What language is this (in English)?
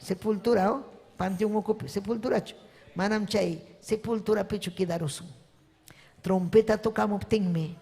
Ayacucho Quechua